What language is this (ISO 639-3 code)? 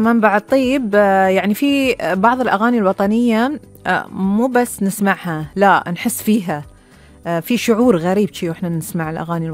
afb